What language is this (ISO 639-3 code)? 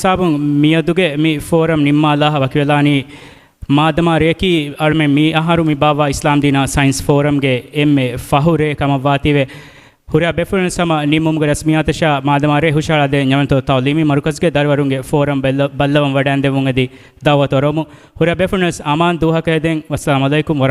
div